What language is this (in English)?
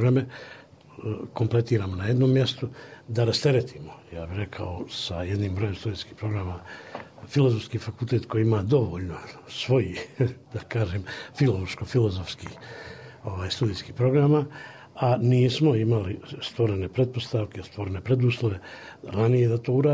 Bosnian